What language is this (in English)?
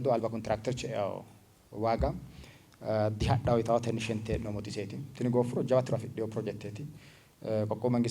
Sidamo